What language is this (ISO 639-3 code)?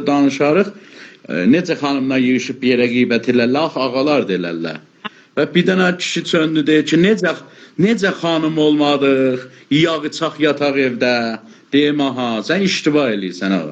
aze